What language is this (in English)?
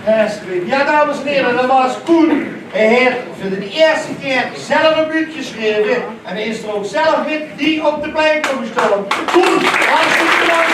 Limburgish